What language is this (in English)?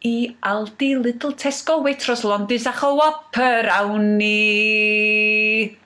Welsh